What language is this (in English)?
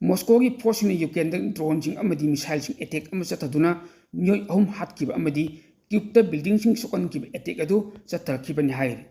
Manipuri